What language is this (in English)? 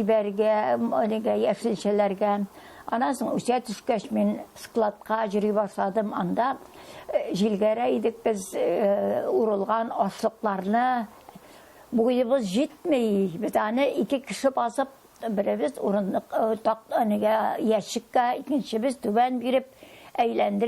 Tatar